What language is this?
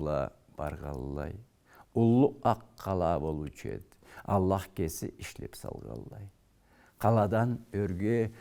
Karachay-Balkar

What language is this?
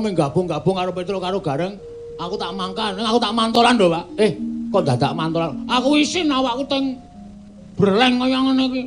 Javanese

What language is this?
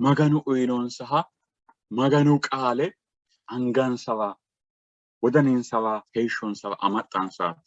Sidamo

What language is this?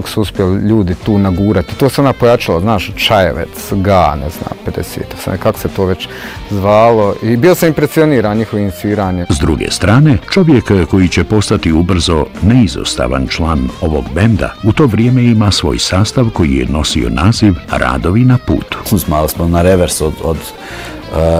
Bosnian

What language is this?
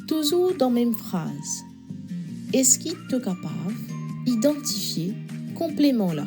Morisyen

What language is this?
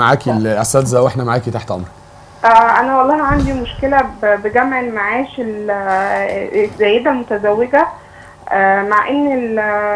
Egyptian Arabic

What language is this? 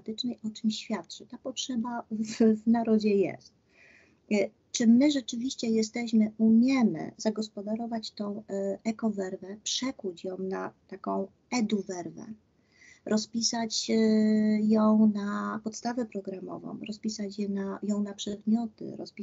Polish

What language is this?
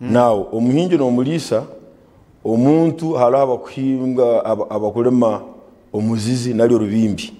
Nyankole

